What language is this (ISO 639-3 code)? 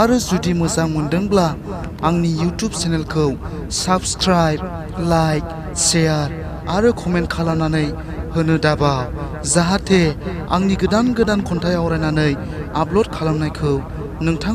brx